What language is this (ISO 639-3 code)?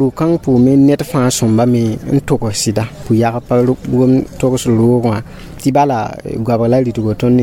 mos